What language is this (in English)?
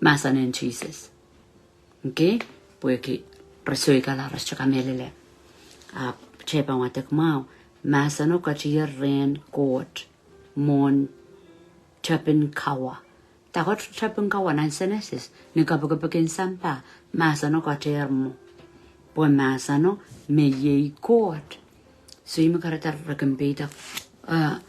Pohnpeian